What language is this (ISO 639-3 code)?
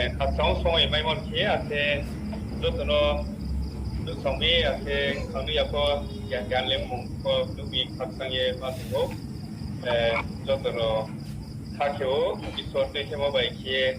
ria